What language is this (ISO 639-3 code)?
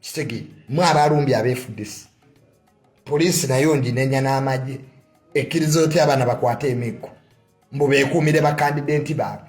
lug